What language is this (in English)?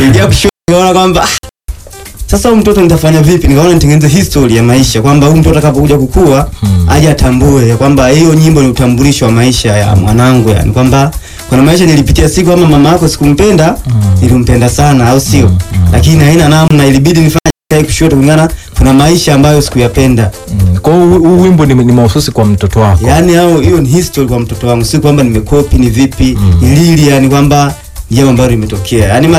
Swahili